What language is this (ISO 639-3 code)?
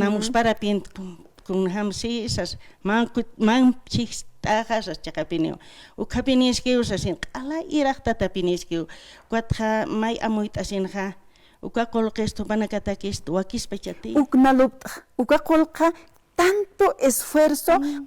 aym